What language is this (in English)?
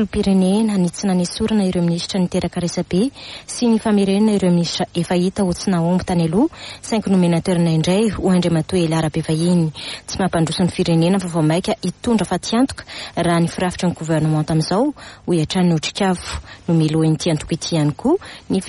Malagasy